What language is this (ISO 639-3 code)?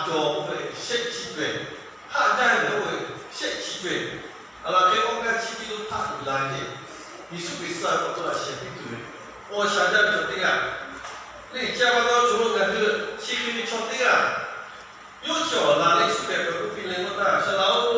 lhu